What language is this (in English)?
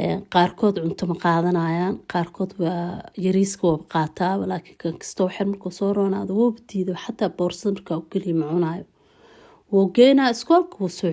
Somali